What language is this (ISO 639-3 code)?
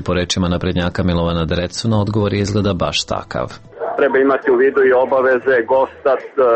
srp